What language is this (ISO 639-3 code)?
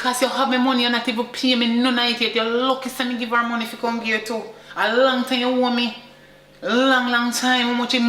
jam